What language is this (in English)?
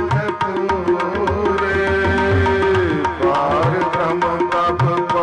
Punjabi